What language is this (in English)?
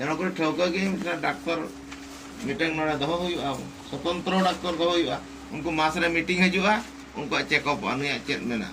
Santali